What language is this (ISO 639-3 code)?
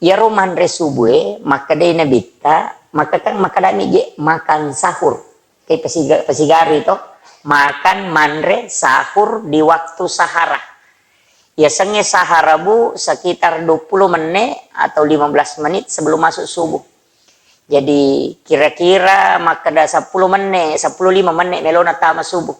bug